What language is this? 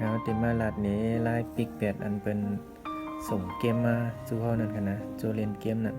Shan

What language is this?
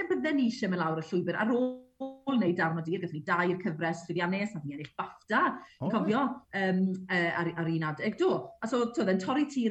Welsh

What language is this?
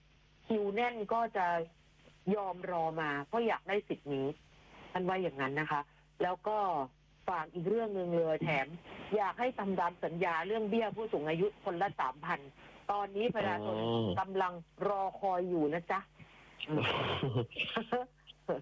Thai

